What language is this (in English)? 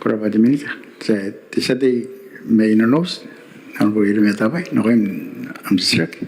Gilbertese